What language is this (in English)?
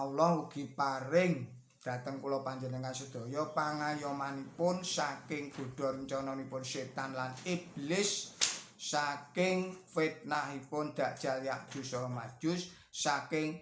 Javanese